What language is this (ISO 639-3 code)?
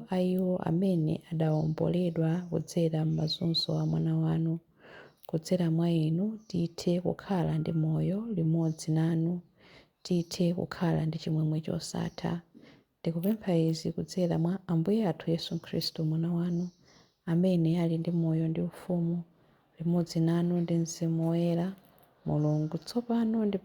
nya